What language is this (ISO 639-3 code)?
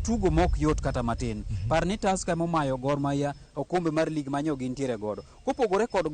luo